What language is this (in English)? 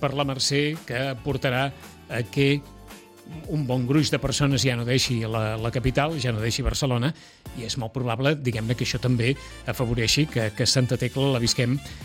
Catalan